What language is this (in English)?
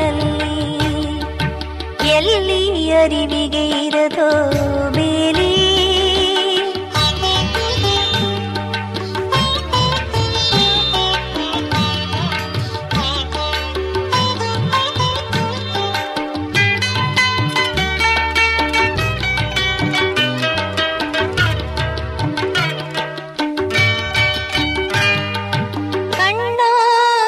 Kannada